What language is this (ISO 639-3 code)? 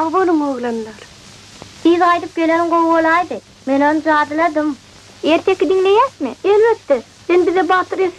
tuk